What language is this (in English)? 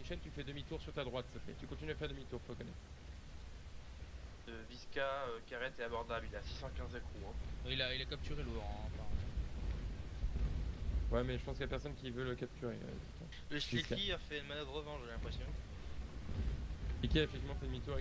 French